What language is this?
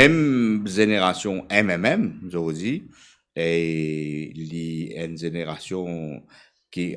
Morisyen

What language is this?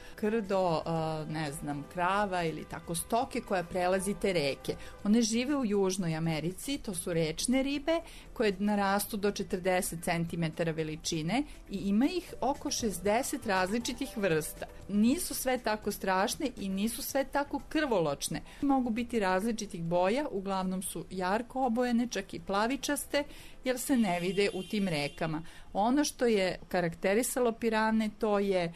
Serbian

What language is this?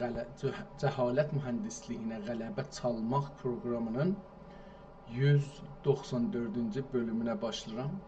South Azerbaijani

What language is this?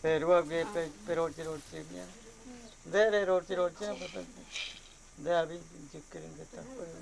Guarani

